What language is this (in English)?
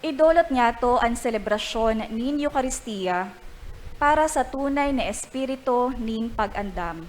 Bikol